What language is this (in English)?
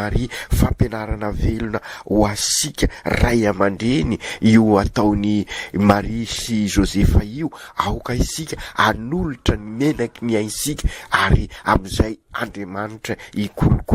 Malagasy